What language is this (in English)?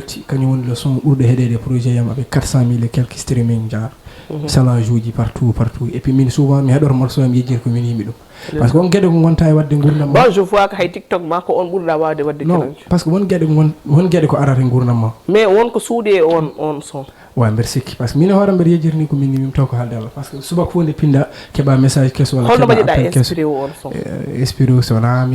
Fula